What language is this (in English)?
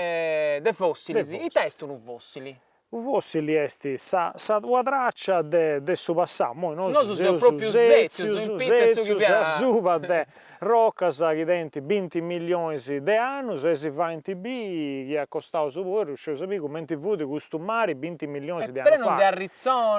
Sardinian